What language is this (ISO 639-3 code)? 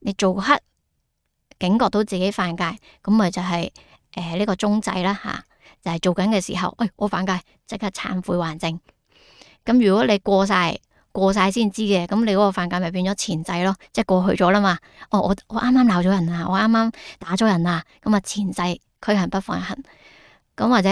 yue